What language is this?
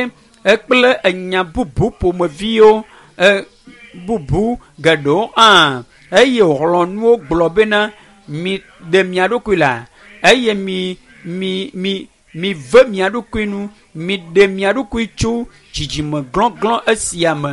Ewe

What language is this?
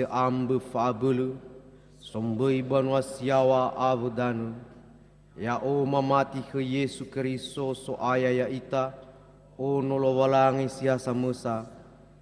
Nias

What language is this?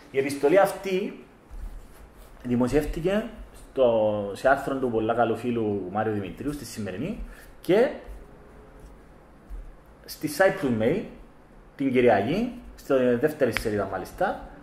Greek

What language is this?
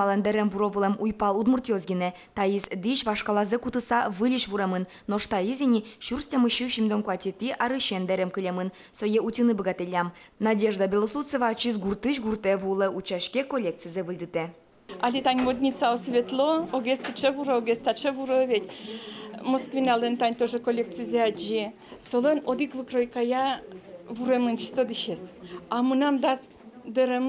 Udmurt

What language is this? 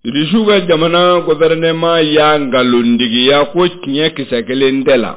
Bambara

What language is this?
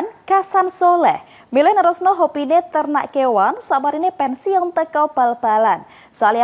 Javanese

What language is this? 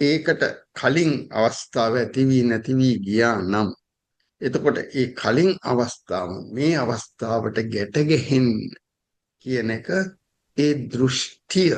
Sinhala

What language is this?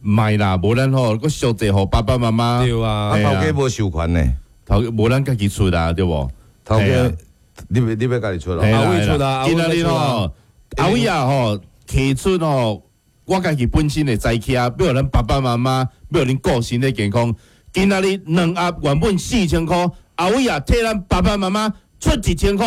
Min Nan Chinese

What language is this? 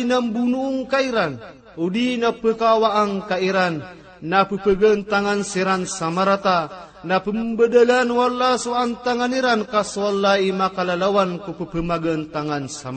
Maranao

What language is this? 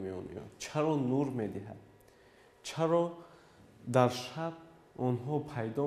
Tajik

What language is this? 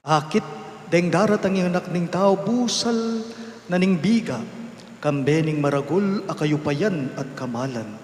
Pampanga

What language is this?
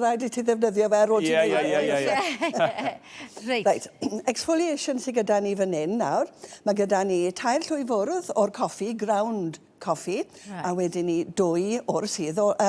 Welsh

